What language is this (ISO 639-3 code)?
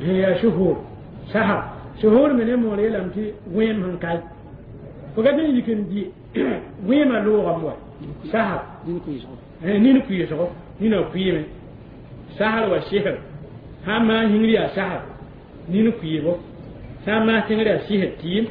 mos